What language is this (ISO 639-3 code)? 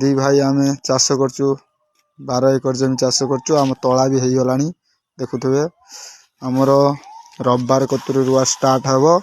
ori